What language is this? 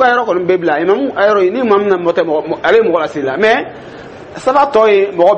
Dyula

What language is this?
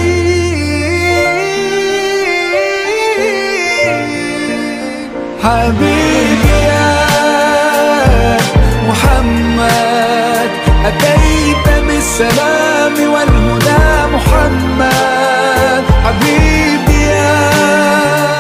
Malay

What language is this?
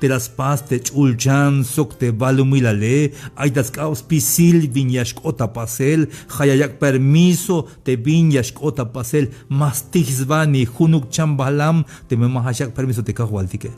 Tzeltal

